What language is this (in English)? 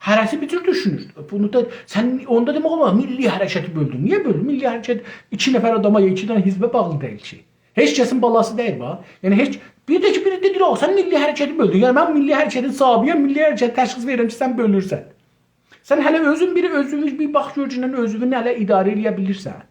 South Azerbaijani